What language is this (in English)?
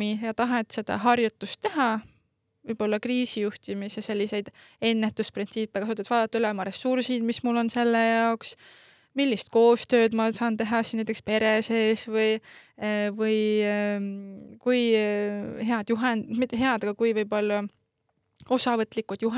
Estonian